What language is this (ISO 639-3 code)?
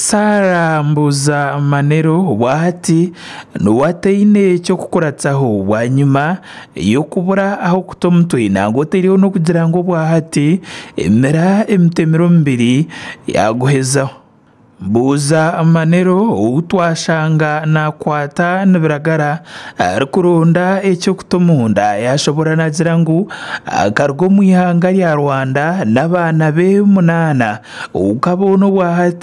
nyn